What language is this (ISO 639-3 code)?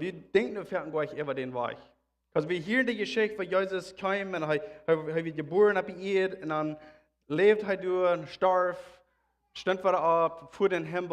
pdt